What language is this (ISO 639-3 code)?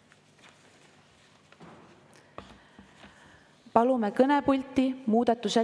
est